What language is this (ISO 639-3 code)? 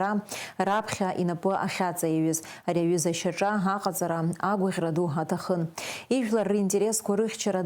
abk